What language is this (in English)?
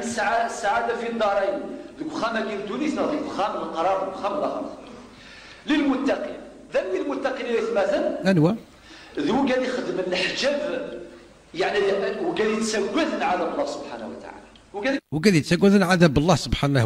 Kabyle